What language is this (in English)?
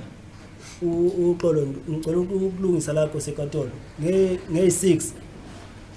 Zulu